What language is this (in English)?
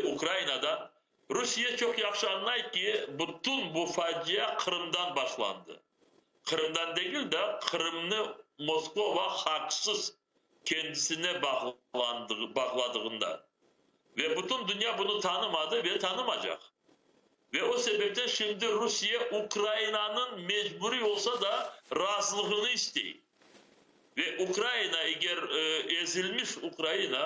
Crimean Tatar